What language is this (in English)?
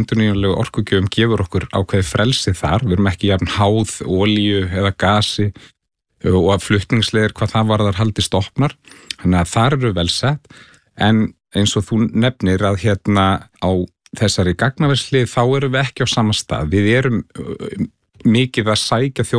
Icelandic